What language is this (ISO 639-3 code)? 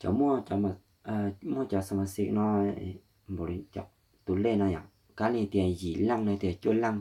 hmn